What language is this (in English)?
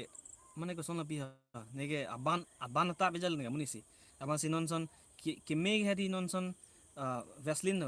Karbi